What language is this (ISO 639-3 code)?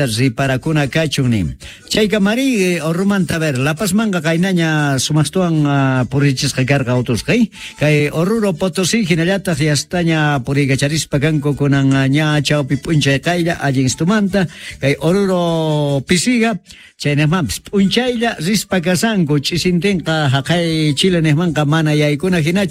quh